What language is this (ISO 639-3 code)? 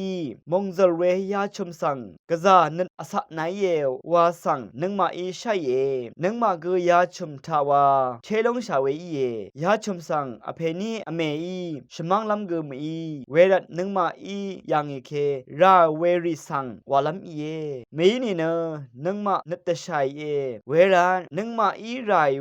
raw